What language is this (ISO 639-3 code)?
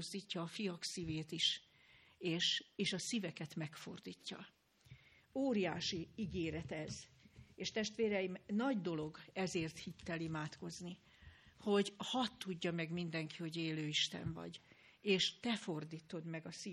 hun